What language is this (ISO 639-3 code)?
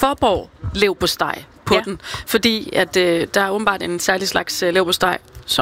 dan